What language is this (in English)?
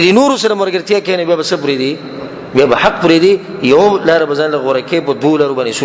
Pashto